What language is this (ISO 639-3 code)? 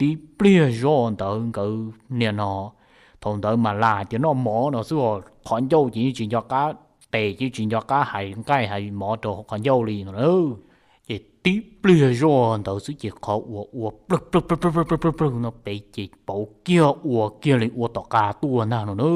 hmn